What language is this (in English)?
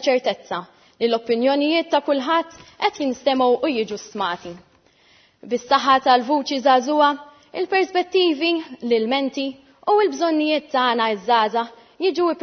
Maltese